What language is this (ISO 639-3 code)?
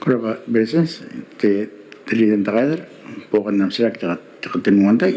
gil